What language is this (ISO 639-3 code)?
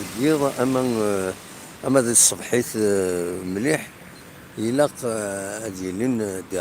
kab